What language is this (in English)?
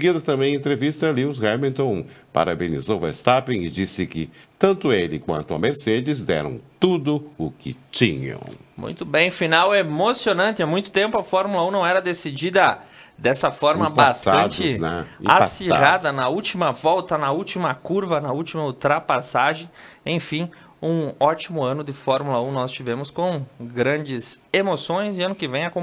Portuguese